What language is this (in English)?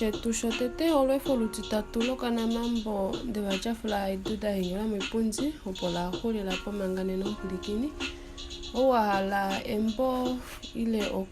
Kuanyama